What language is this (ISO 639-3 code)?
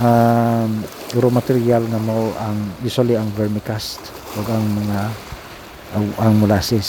ceb